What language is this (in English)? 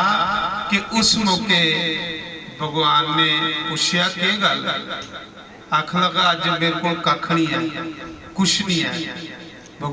Dogri